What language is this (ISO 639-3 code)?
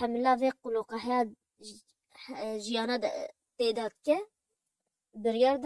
kur